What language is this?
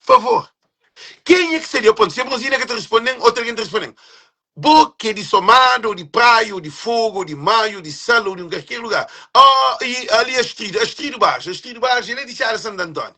Kabuverdianu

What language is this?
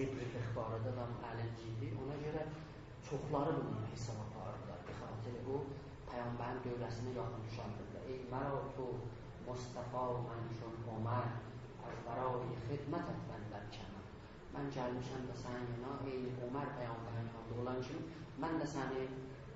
South Azerbaijani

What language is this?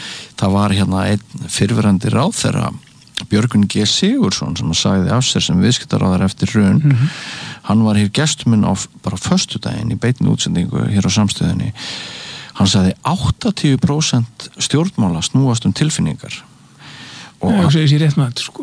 Icelandic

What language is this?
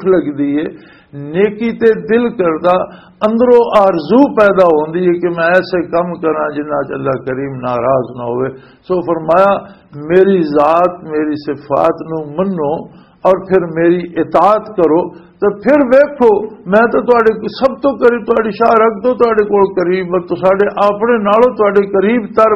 Western Panjabi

